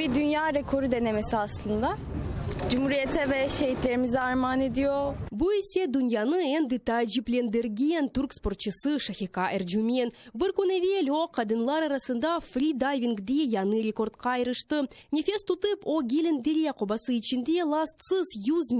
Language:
Crimean Tatar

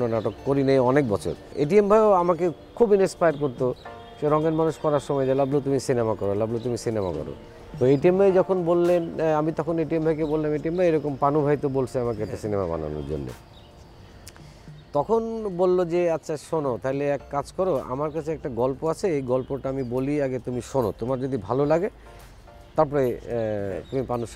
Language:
Bangla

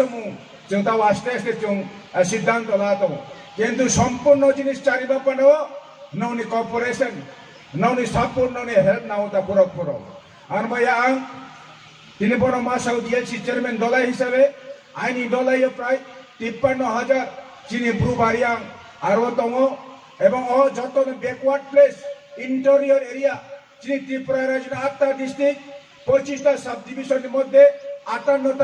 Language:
Riang (India)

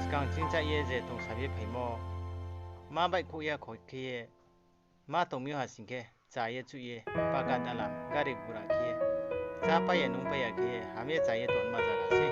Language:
Riang (India)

